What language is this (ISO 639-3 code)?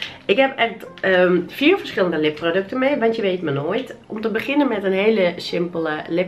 nld